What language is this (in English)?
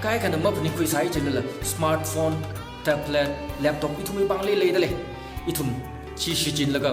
Tangkhul Naga (India)